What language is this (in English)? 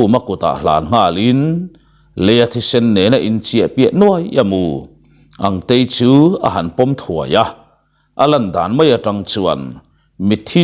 Mizo